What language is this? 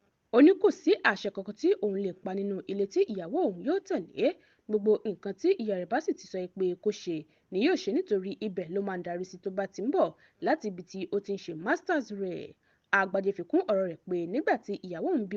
Yoruba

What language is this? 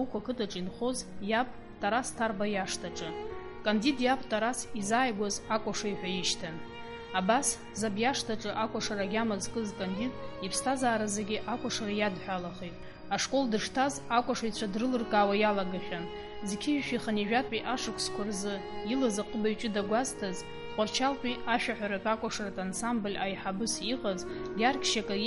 Abkhazian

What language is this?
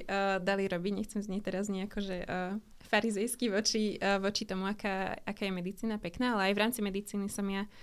Slovak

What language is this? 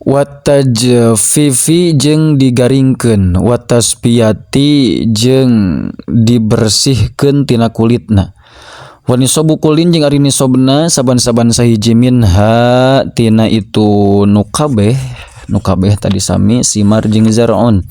Sundanese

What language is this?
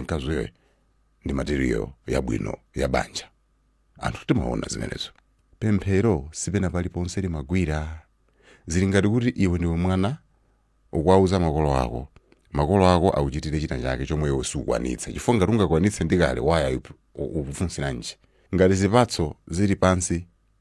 Nyanja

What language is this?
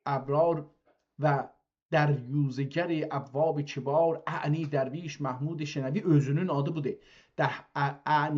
South Azerbaijani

